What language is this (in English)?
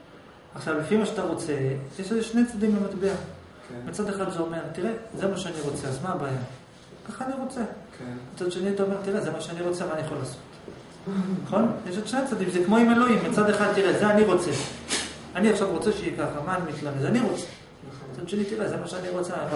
Hebrew